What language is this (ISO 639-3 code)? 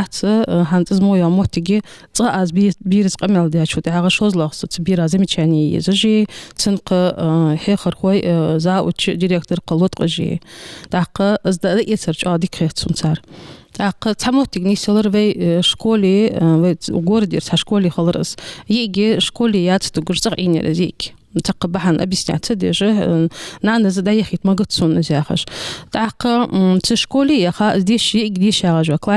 inh